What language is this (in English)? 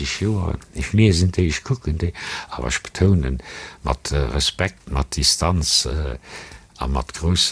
Luxembourgish